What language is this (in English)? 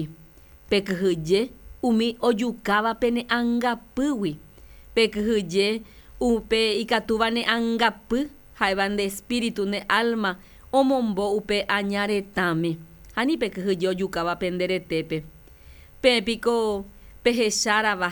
Guarani